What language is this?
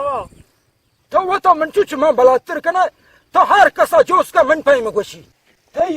Baluchi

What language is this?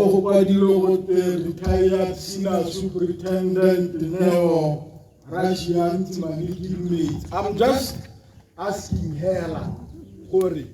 Tswana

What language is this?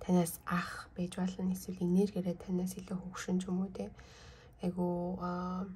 Mongolian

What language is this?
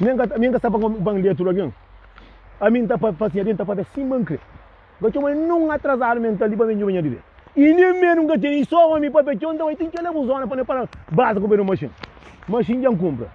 Kabuverdianu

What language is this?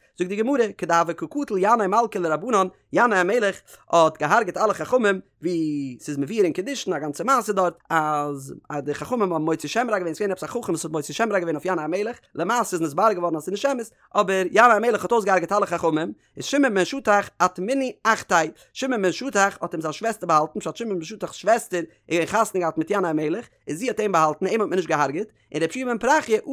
Yiddish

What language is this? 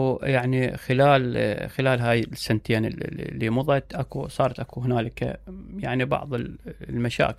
Mesopotamian Arabic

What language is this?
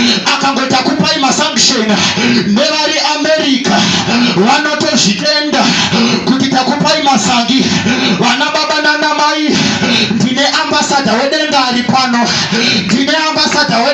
Shona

